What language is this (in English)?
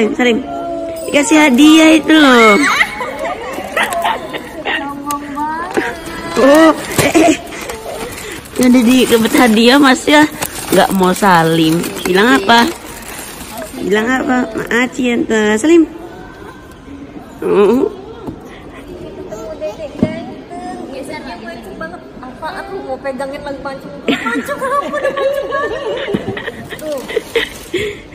Indonesian